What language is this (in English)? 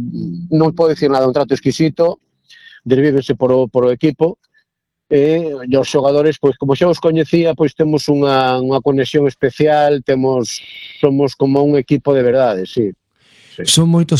Galician